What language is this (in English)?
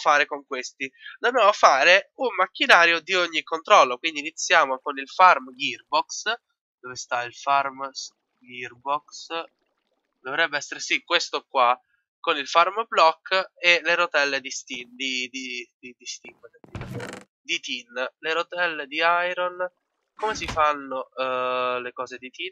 Italian